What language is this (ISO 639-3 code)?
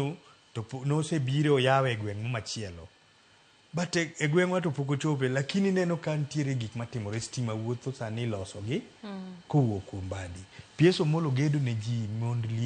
luo